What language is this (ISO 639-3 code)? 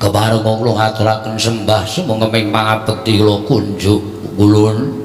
jav